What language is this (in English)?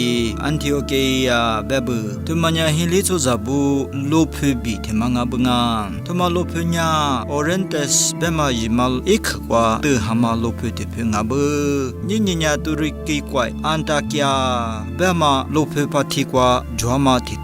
Lisu